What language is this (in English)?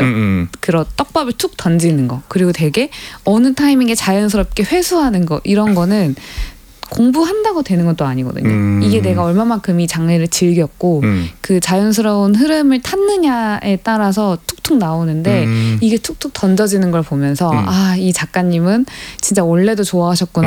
Korean